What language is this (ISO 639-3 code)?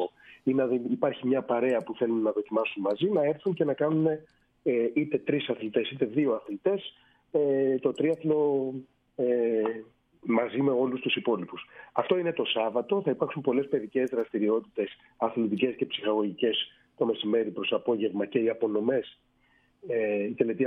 ell